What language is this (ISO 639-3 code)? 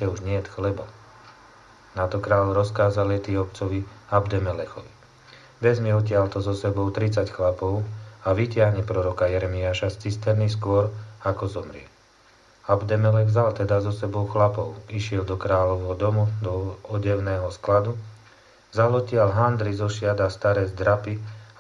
slk